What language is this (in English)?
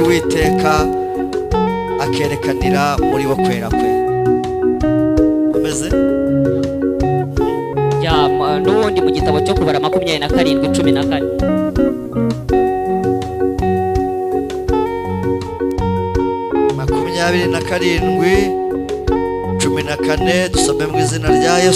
Kinyarwanda